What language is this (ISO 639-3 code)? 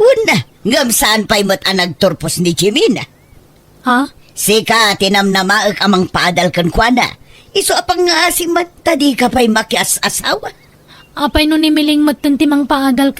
ilo